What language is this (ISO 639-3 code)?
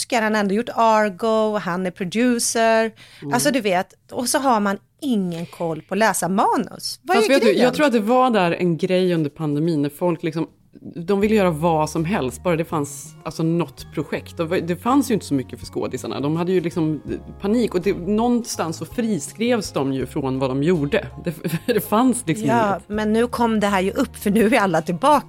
swe